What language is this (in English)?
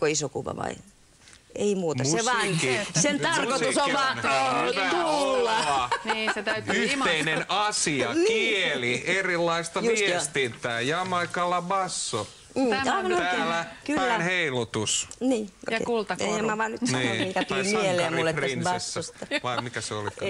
Finnish